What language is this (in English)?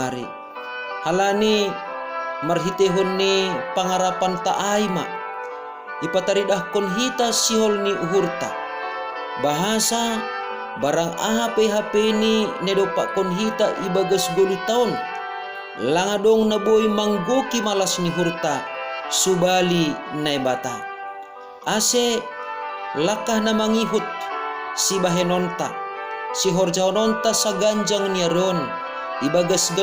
Batak Simalungun